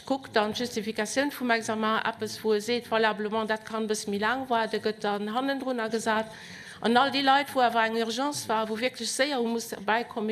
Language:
Luxembourgish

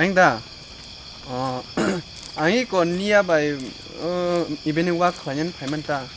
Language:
Kok Borok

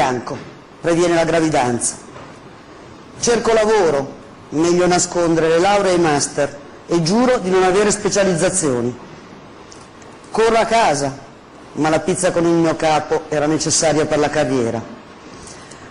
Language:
Italian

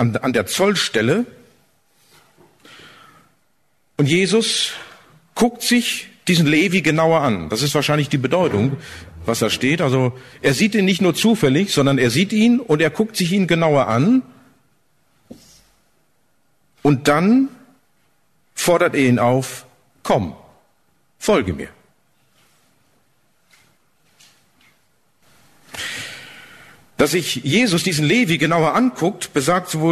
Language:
German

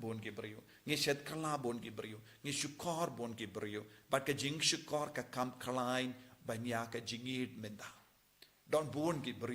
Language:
Khasi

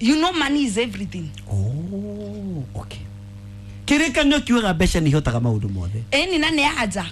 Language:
Kikuyu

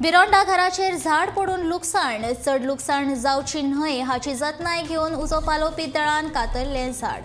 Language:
Konkani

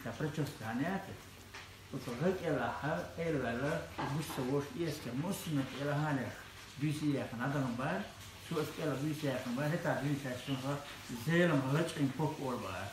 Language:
Chechen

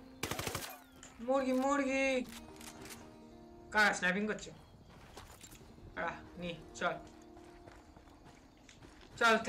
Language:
Bangla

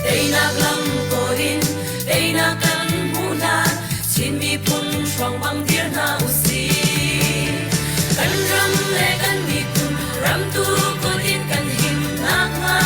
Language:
Hakha Chin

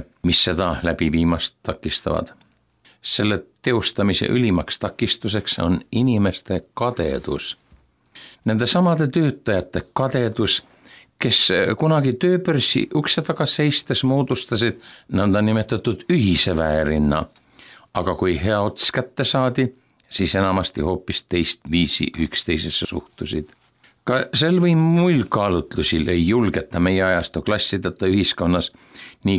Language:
Estonian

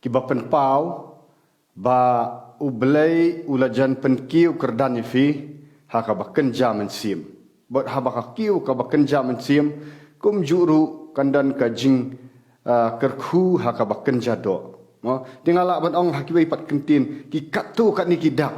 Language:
Khasi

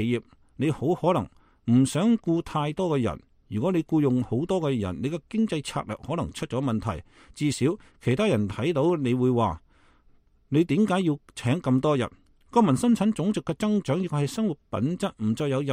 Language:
Cantonese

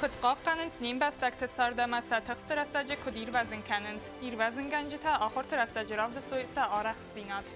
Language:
Ossetic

